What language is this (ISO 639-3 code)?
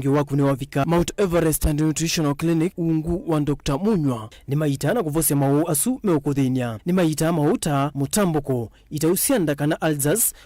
kam